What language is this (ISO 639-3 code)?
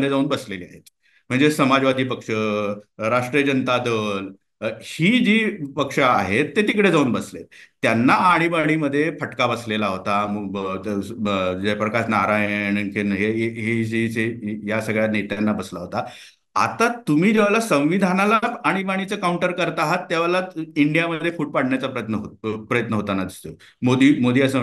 mar